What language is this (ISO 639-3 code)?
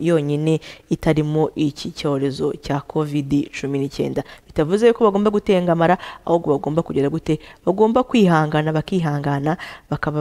kin